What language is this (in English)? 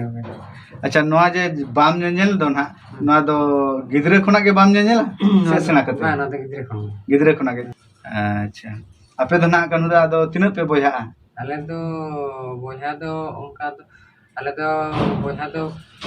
Santali